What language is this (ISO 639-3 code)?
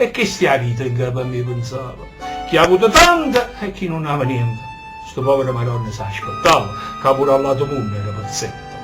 nap